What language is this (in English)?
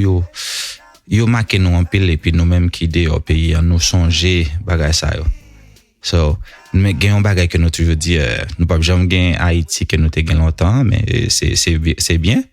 Haitian Creole